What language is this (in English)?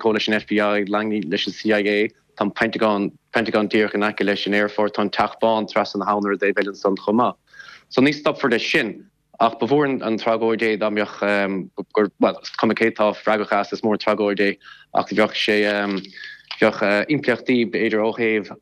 Irish